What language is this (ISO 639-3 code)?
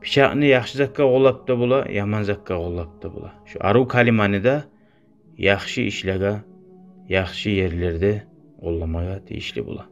kum